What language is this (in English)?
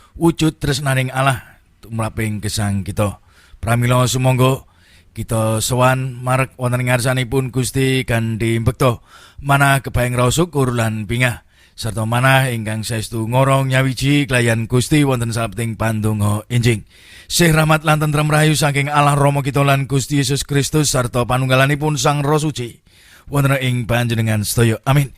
Javanese